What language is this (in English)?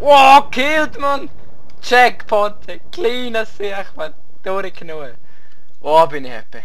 Swiss German